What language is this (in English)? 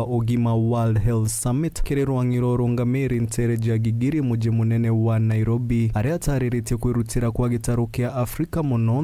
Meru